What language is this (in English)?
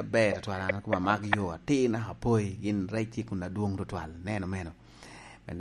Lango (Uganda)